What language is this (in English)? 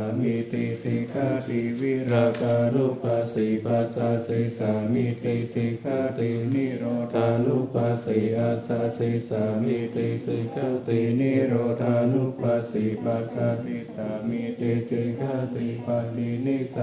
Pali